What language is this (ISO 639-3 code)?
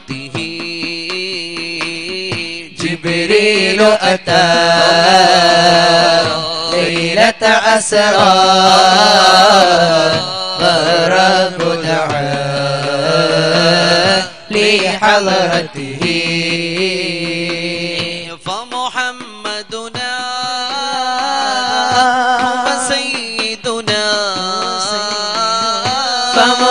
mal